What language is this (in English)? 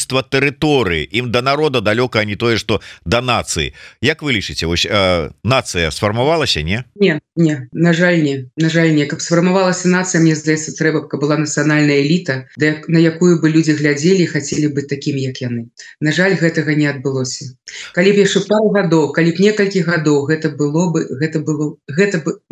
Belarusian